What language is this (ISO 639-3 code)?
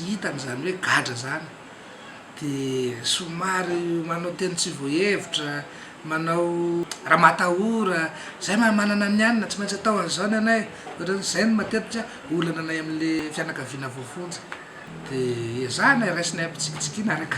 mlg